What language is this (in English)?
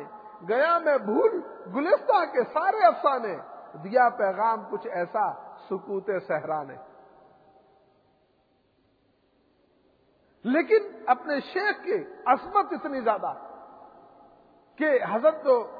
Urdu